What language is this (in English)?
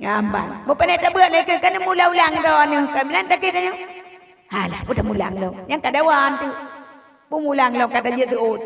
Achinese